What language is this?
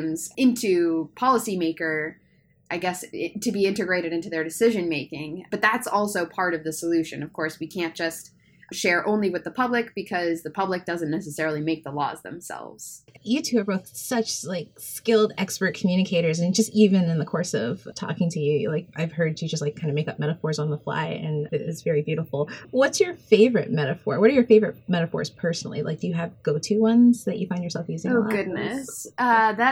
English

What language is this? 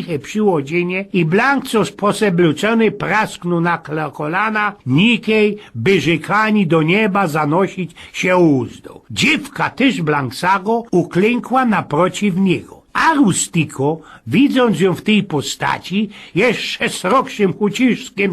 Silesian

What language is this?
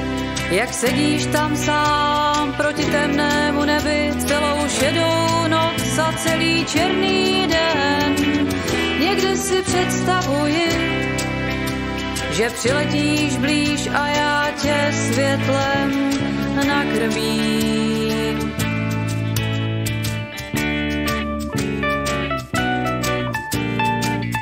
Czech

